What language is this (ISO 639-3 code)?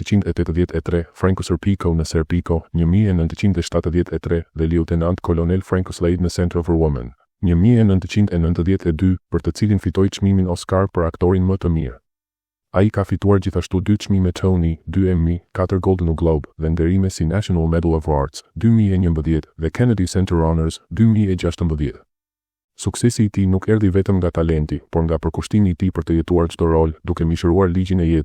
sqi